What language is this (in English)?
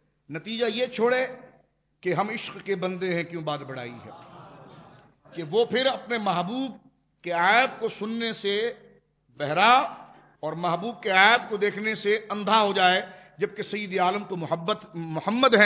Urdu